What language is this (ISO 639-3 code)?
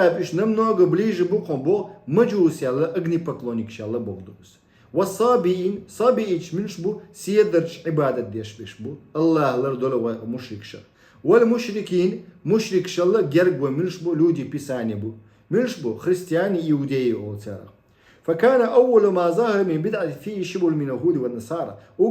che